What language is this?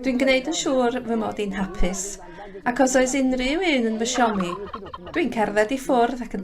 Welsh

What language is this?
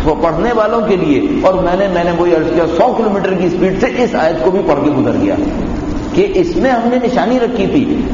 Urdu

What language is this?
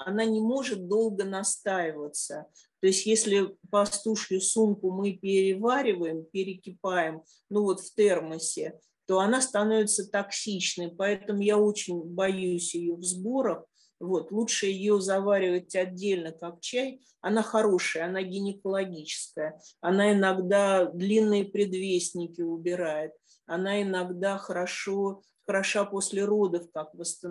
Russian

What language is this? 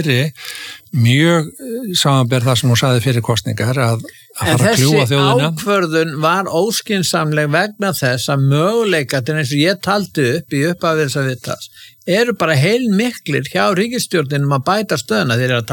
Icelandic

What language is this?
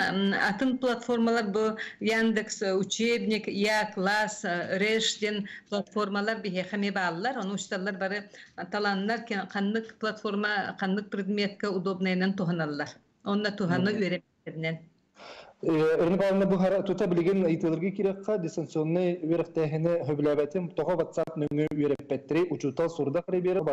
Yakut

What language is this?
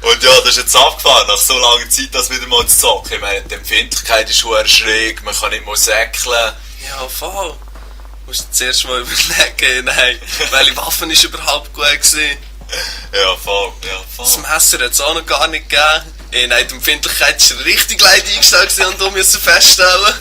Swiss German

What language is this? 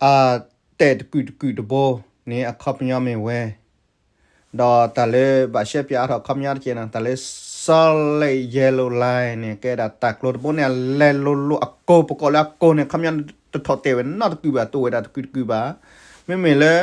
S'gaw Karen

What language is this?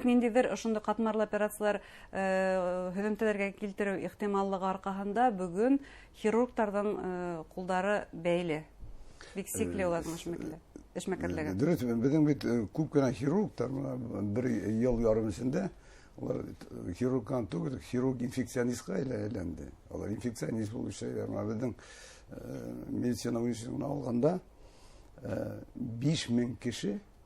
Bashkir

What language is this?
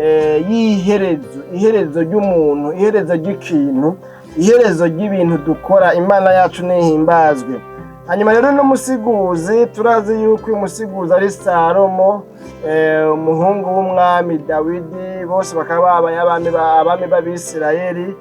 Rundi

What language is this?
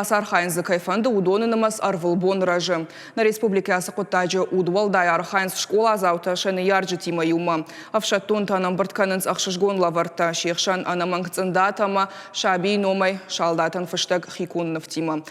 Ossetic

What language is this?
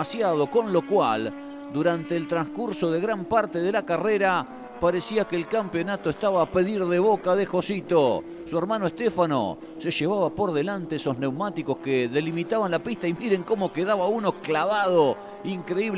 Spanish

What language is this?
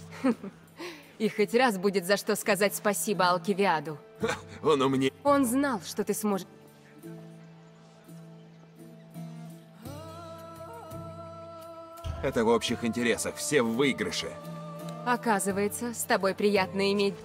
Russian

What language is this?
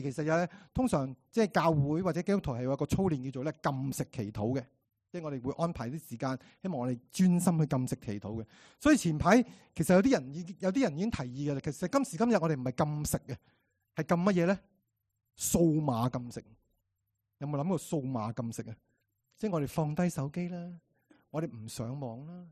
Cantonese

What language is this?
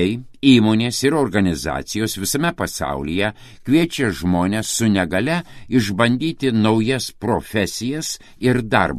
Lithuanian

